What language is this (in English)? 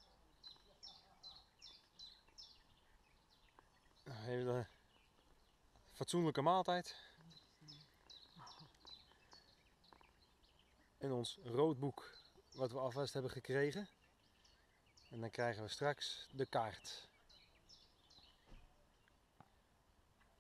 Dutch